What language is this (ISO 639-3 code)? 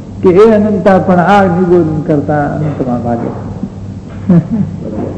guj